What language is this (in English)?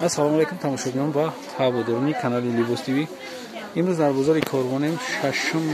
Tajik